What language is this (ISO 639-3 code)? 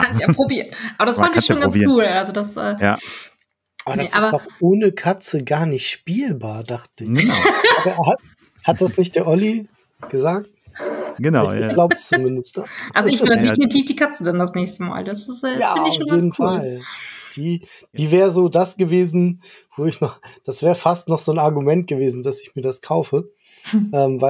deu